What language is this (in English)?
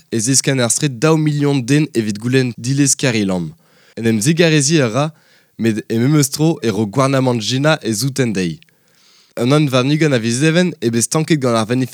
Breton